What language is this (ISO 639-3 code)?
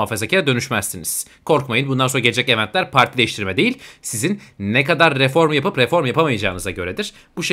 tur